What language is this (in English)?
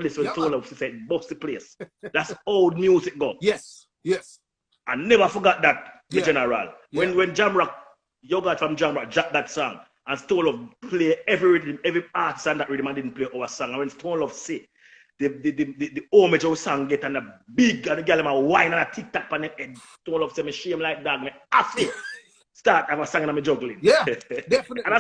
Jamaican Creole English